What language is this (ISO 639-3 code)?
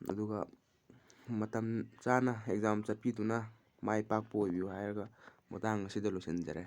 mni